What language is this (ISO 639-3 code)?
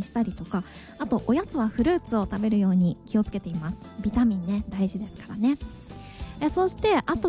jpn